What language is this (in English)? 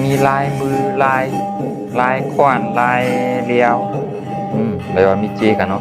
Shan